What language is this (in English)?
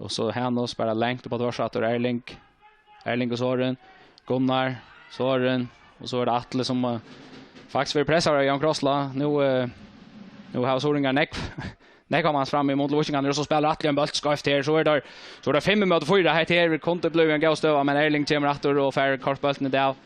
Faroese